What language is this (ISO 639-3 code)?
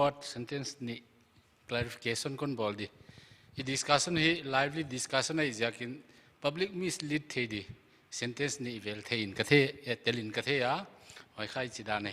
pck